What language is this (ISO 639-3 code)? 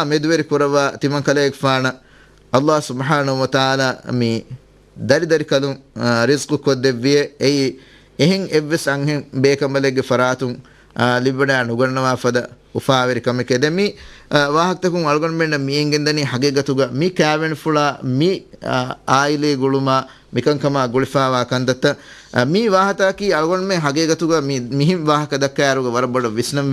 div